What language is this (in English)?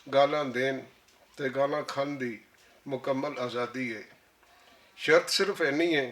Western Panjabi